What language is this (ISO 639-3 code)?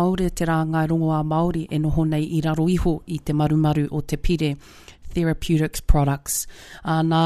mri